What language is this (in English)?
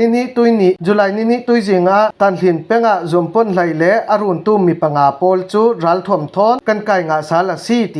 Falam Chin